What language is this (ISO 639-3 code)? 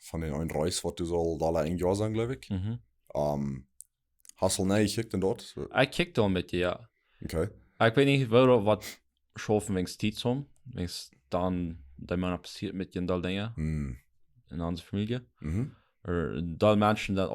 pdt